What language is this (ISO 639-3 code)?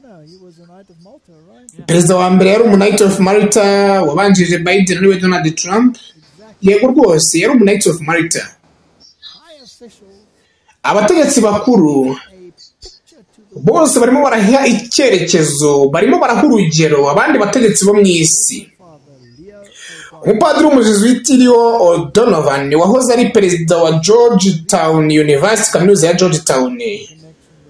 kin